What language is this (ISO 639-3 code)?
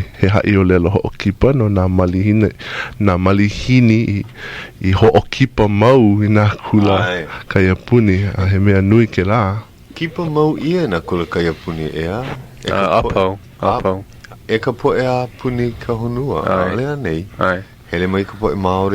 haw